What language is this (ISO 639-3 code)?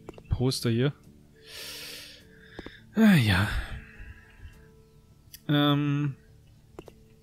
deu